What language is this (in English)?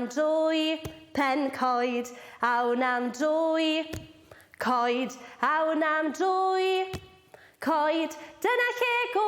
Welsh